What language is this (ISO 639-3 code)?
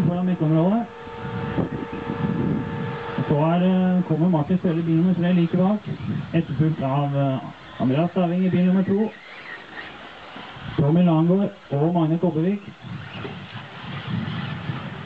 nor